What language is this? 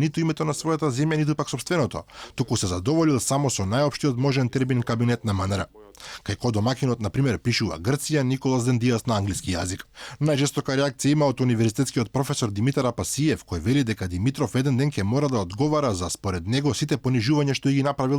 Macedonian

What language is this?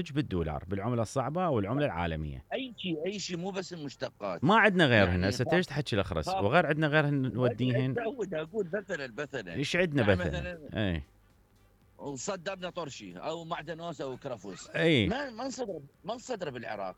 Mesopotamian Arabic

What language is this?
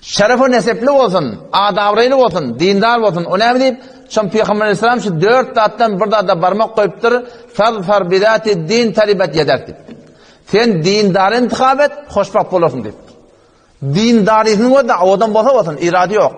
Turkmen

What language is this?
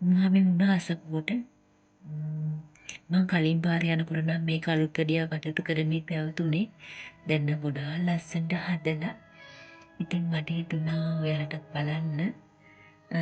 Sinhala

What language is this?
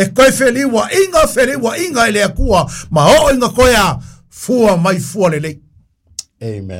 Samoan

